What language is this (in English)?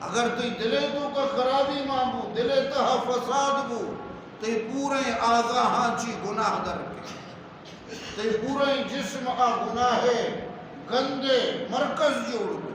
Eastern Balochi